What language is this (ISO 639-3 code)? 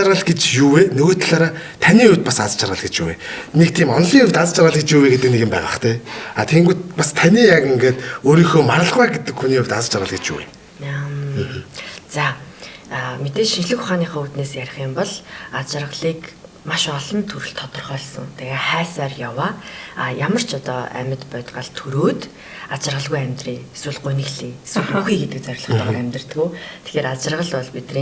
mon